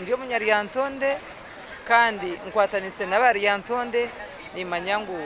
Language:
Nyankole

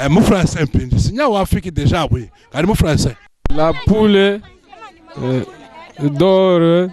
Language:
Luba-Lulua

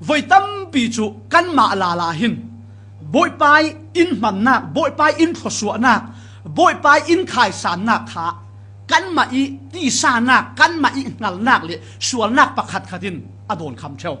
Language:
Falam Chin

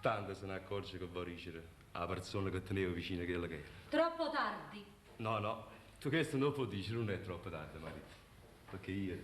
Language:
Neapolitan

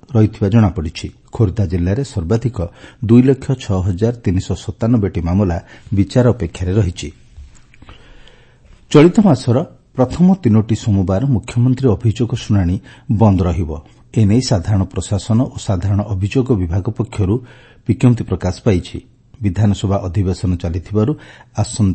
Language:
Odia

